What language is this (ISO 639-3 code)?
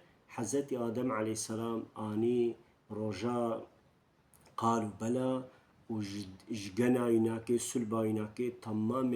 kur